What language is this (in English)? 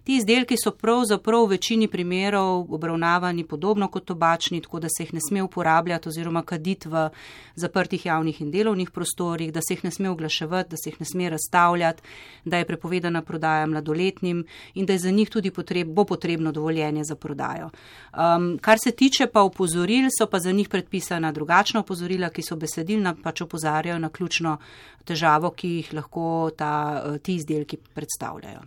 Slovenian